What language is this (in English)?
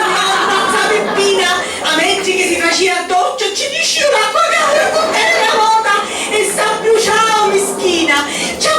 Sicilian